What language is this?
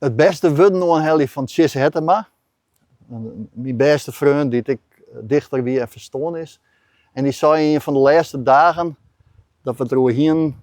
Western Frisian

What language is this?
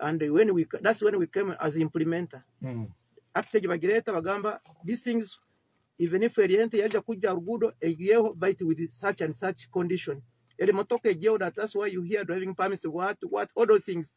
Nyoro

